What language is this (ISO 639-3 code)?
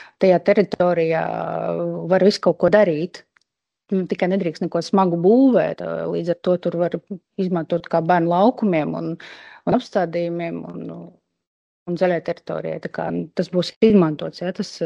lav